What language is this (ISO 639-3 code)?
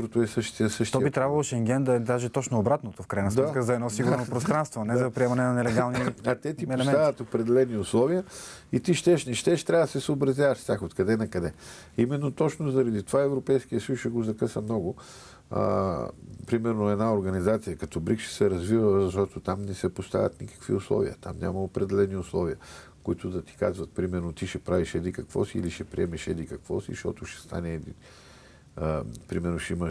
bul